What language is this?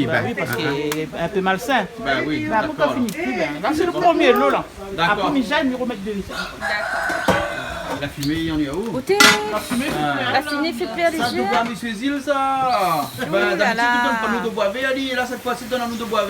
Réunion Creole French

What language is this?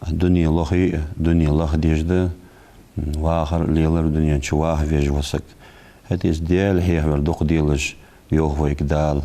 Ingush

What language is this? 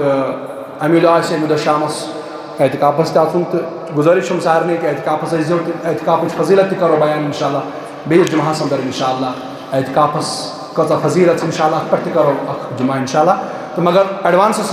Kashmiri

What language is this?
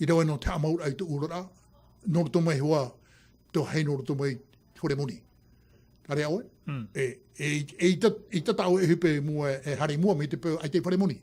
Tahitian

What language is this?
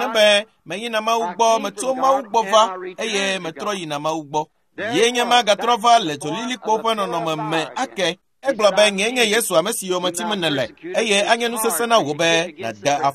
Ewe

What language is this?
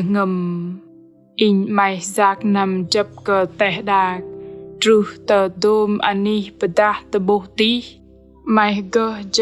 Bahnar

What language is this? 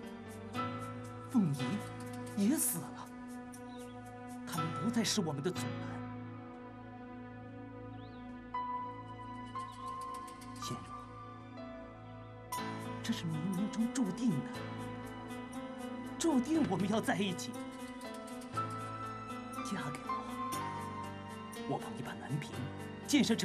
Chinese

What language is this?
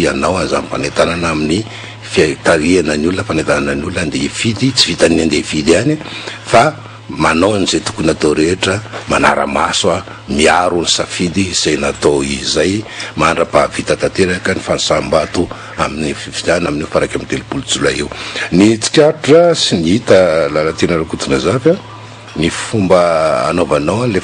Malagasy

